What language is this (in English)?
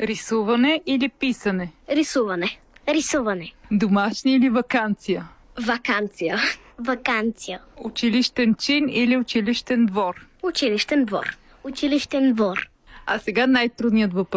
Bulgarian